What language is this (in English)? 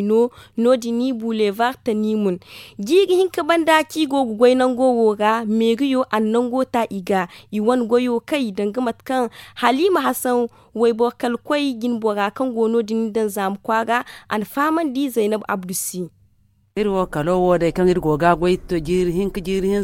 Zarma